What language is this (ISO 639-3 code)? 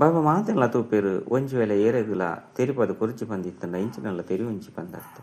tcy